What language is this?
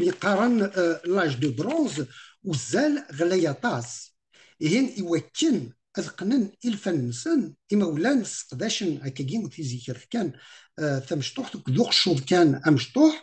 Kabyle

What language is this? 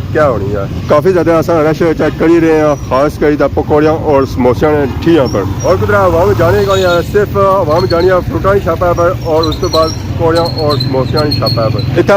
Pahari-Potwari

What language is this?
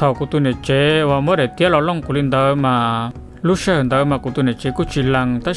Hmong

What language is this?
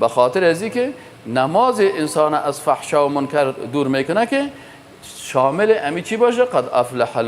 Persian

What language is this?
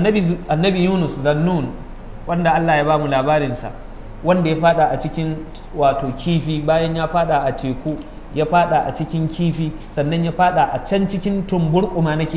Hausa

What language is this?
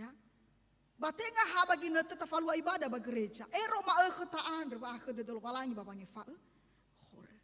Nias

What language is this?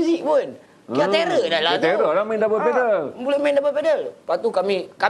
Malay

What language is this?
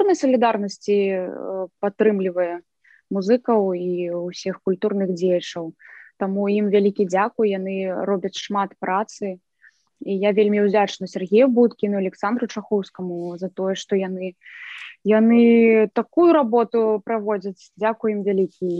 Belarusian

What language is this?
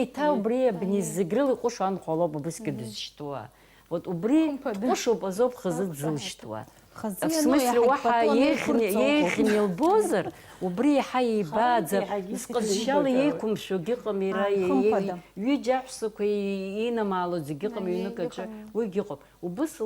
Abkhazian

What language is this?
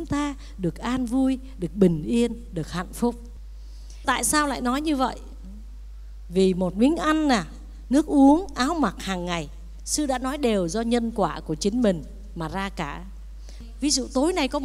Vietnamese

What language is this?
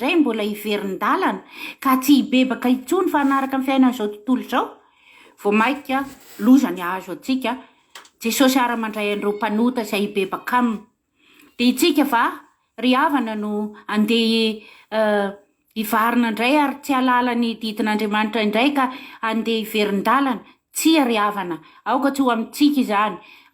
Malagasy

